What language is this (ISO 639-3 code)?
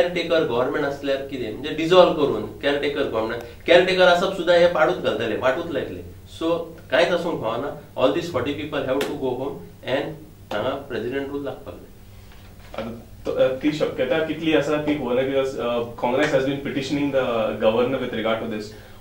kok